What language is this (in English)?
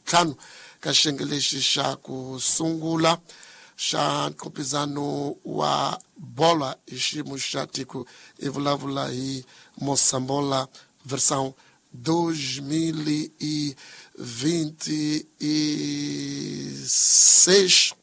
Tsonga